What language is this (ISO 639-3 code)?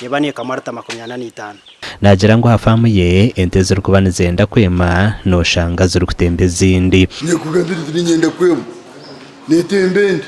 nyn